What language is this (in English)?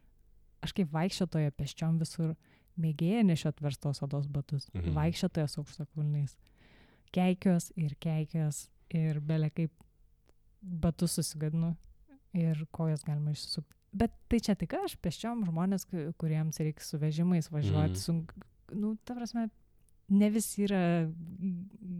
Lithuanian